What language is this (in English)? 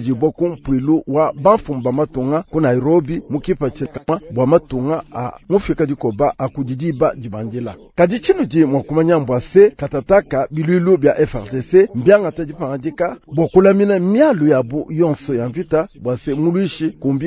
Luba-Lulua